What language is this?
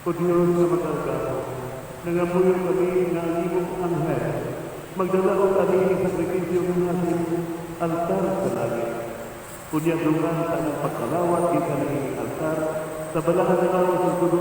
Cebuano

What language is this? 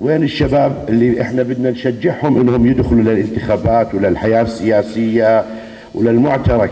North Levantine Arabic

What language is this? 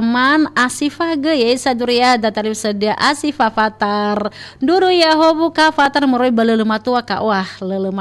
Nias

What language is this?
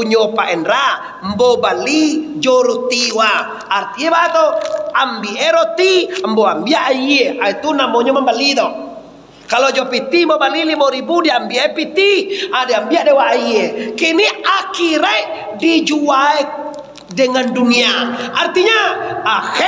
Minangkabau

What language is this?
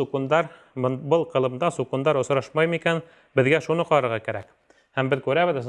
Bashkir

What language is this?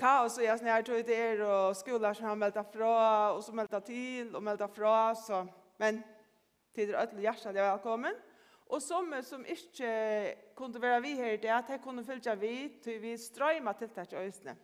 Faroese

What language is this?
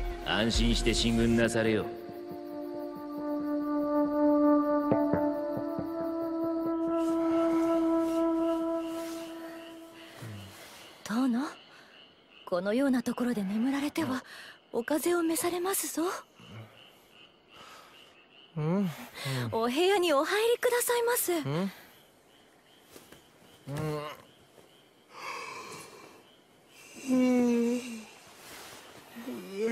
Japanese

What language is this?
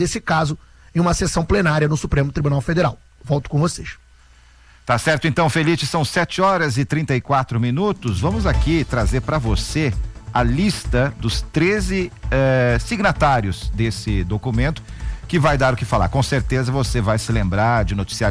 Portuguese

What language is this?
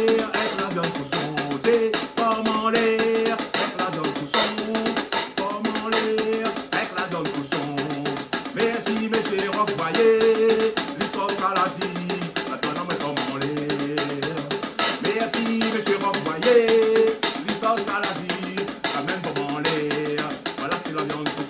Réunion Creole French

